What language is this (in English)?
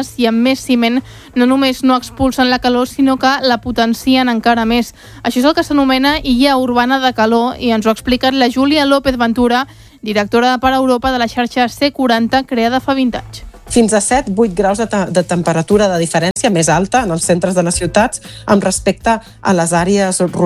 Catalan